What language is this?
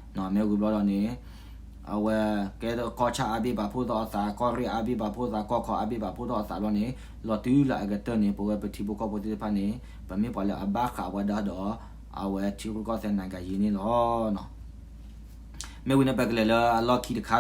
S'gaw Karen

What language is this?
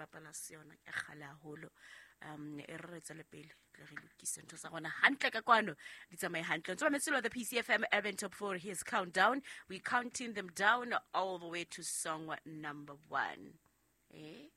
Southern Sotho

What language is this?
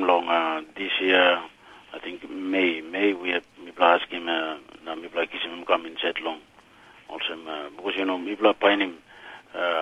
Tok Pisin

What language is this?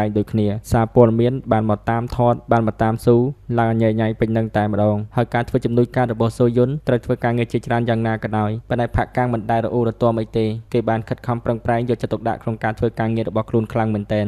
Khmer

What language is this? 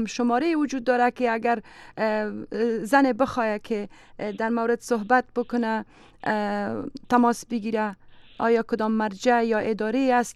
Persian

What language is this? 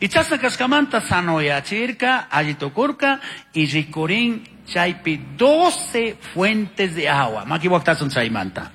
Chimborazo Highland Quichua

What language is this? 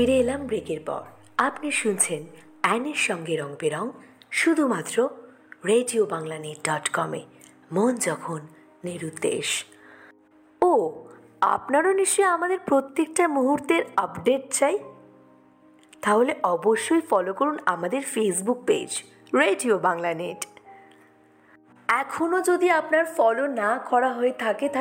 Bangla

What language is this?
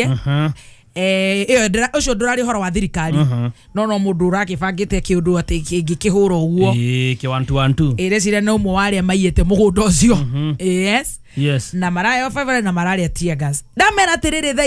Kikuyu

